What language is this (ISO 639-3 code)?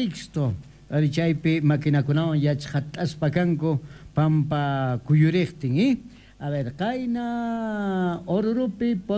quh